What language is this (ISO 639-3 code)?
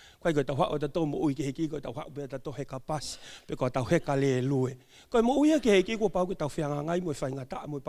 ton